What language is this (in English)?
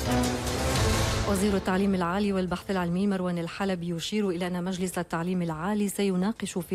Arabic